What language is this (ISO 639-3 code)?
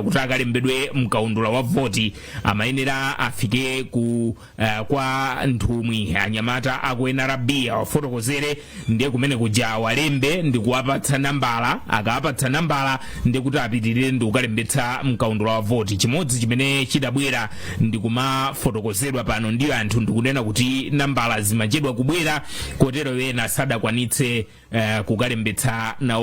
nya